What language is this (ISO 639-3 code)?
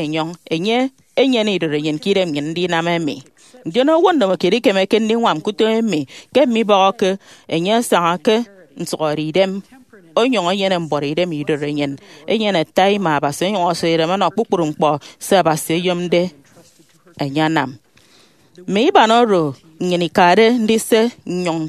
efi